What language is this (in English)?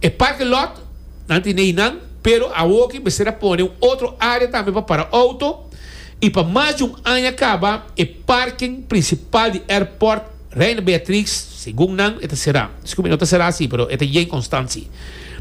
Papiamento